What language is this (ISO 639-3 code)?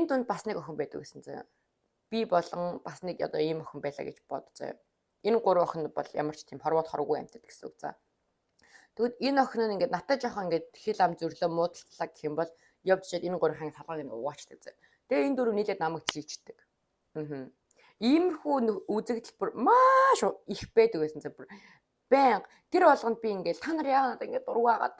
mon